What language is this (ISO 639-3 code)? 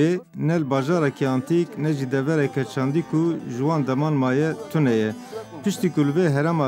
kur